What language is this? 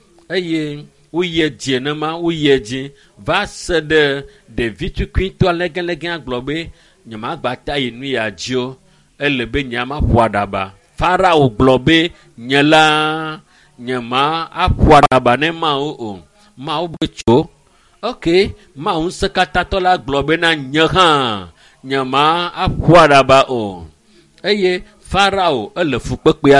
Ewe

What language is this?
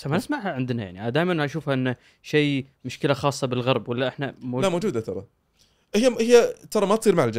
Gulf Arabic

